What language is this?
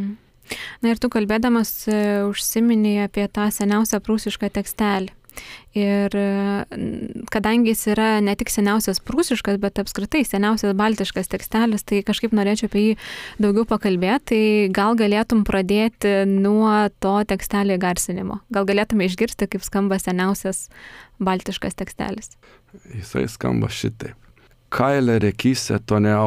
Lithuanian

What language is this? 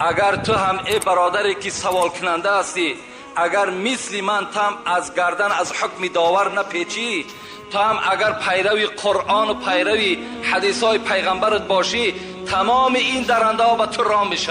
Tajik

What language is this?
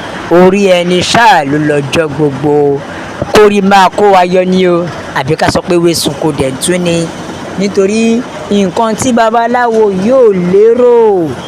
Yoruba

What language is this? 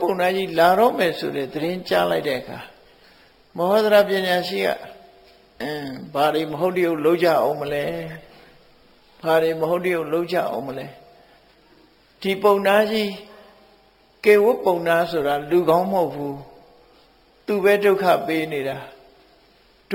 Burmese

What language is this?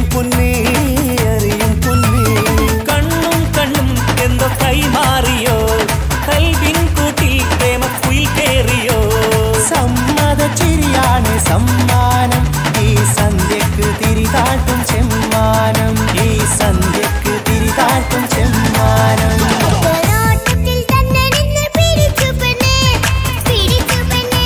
Malayalam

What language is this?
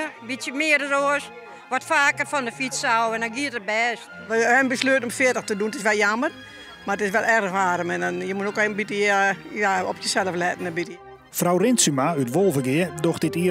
Western Frisian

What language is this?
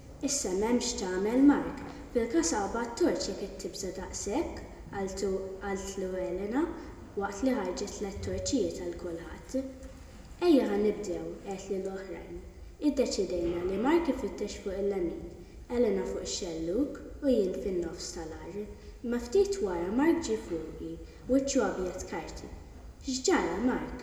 Maltese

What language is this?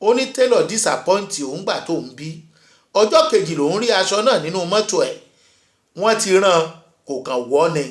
Yoruba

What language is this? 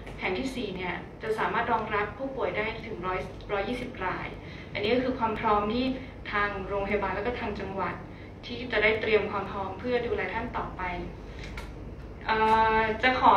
Thai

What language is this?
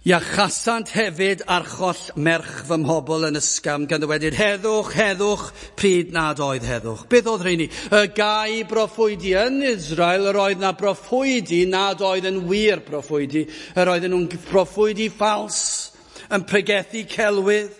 Welsh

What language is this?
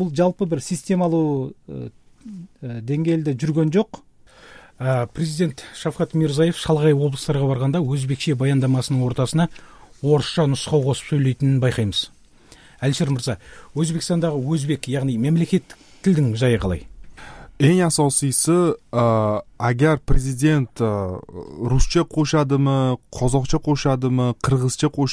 Kyrgyz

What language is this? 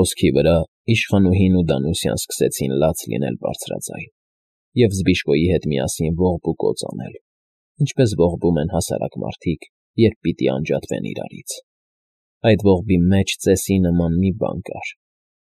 Armenian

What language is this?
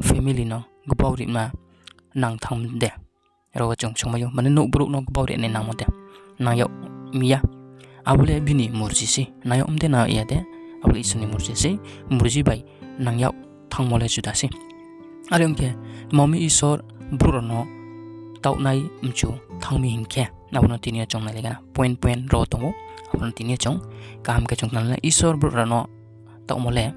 Riang (India)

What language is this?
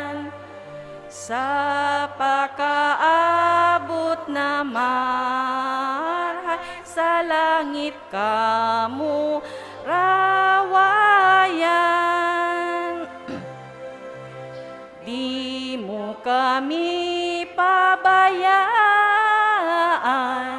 Bikol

